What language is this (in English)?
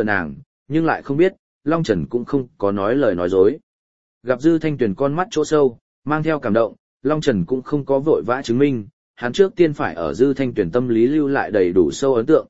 Vietnamese